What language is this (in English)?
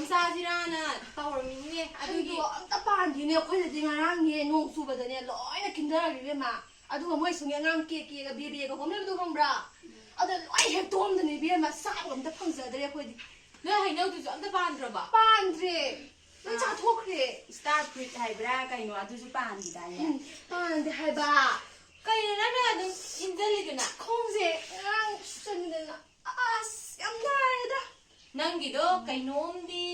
Manipuri